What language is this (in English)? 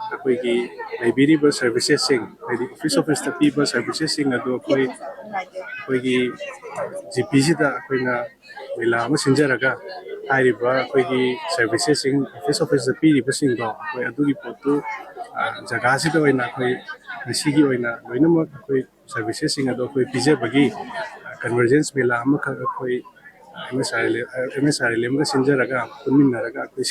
Manipuri